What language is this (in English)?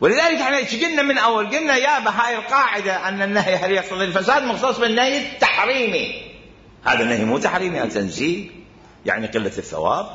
Mesopotamian Arabic